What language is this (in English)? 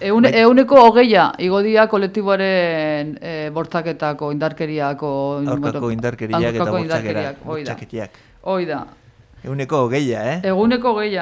Basque